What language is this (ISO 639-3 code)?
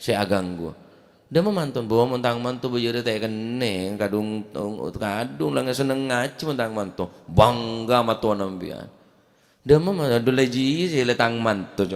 mad